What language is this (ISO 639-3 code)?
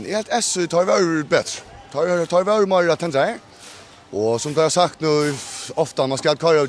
fao